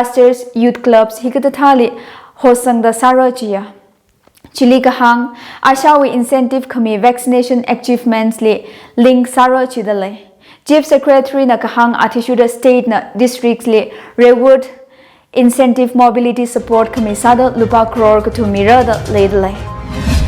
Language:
Tangkhul Naga (India)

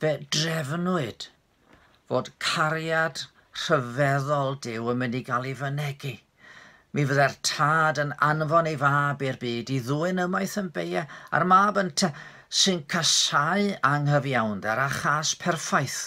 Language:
Welsh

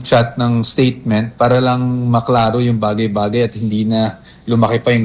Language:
Filipino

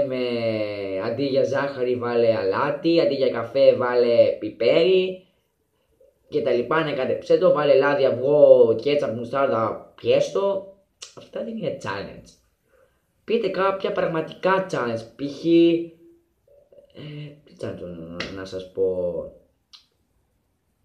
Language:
Greek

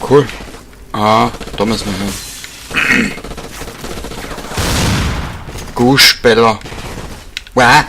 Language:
Bavarian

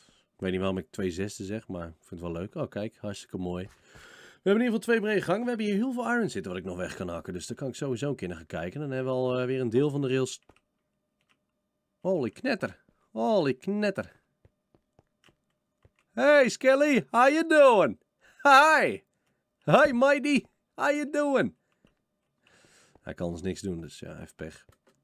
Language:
Dutch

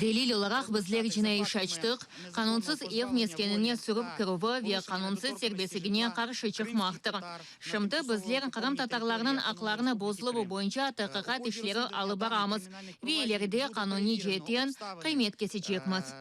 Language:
Crimean Tatar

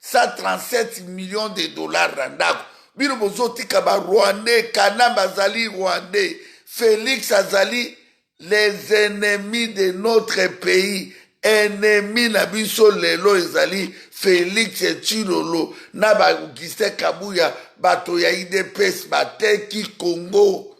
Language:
Lingala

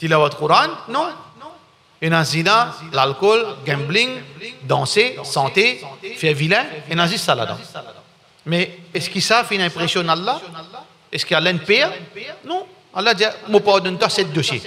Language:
Morisyen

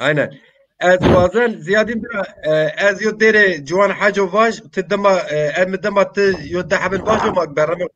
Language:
Zaza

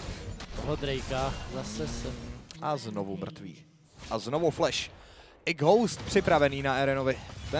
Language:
Czech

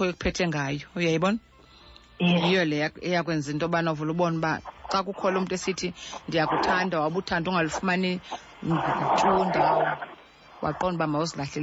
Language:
Xhosa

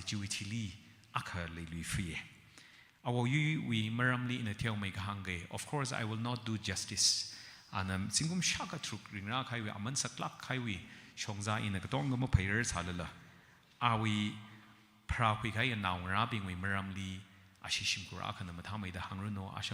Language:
Tangkhul Naga (India)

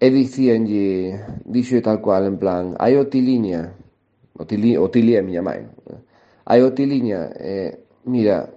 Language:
Galician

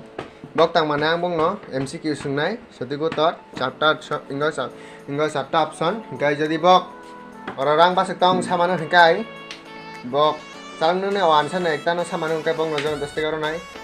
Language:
Kok Borok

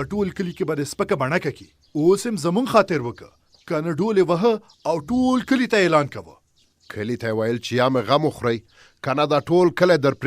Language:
Pashto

